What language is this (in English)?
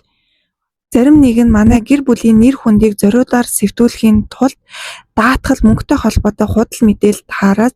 Mongolian